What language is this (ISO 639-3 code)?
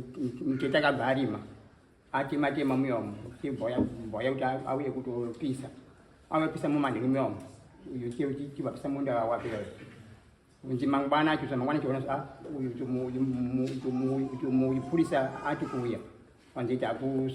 sna